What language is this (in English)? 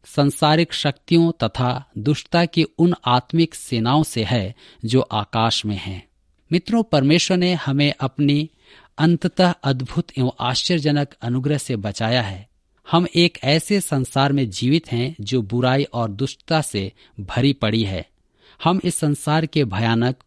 Hindi